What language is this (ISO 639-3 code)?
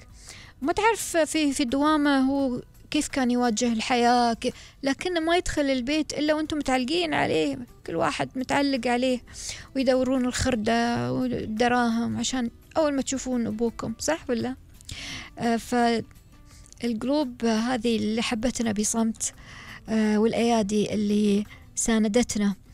afb